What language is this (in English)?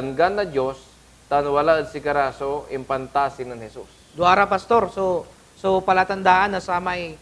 Pangasinan